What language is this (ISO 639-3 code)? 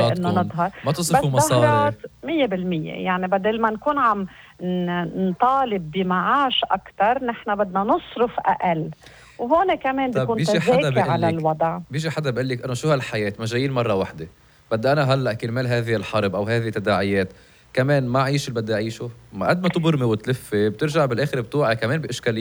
apc